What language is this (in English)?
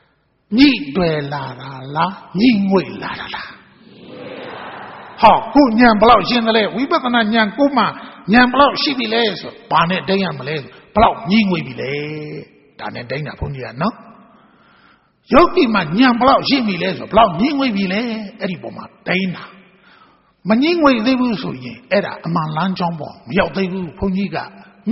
Burmese